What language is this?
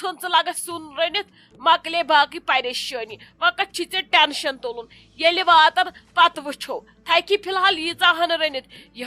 Kashmiri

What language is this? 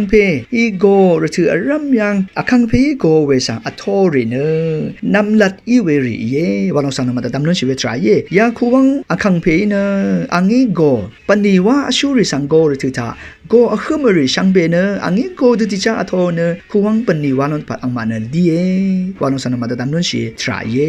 Rawang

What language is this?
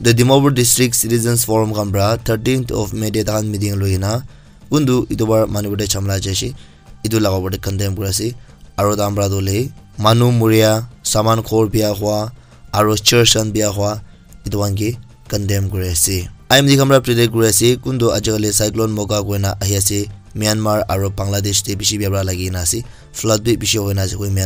Naga Pidgin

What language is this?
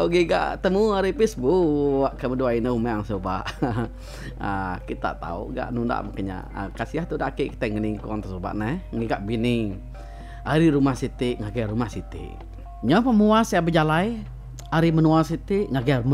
Iban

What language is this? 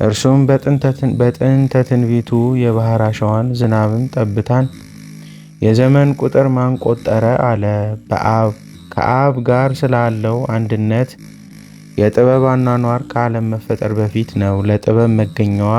Amharic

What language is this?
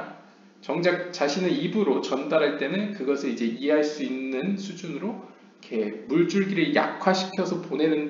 Korean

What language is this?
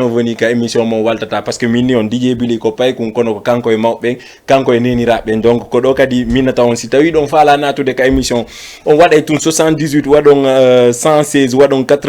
Fula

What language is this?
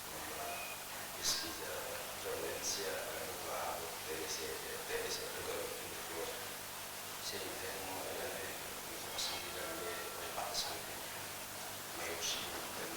Tetum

